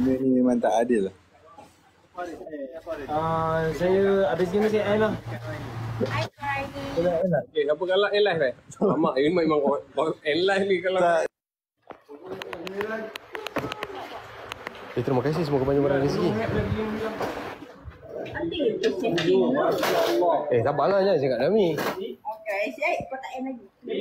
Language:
Malay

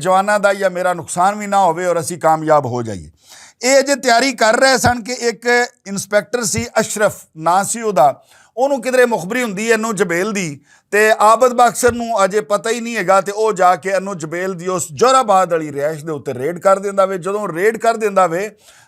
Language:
Western Panjabi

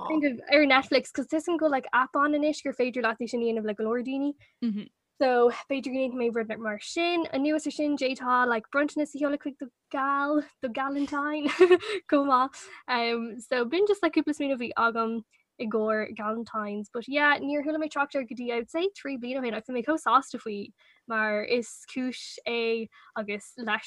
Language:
Irish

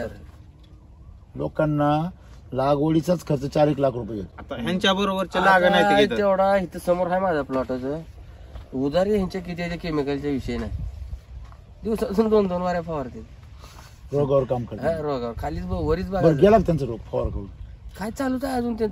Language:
Marathi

